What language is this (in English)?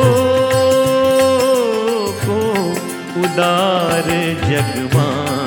Hindi